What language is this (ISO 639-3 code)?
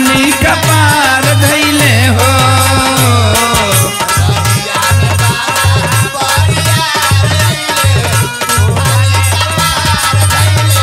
bho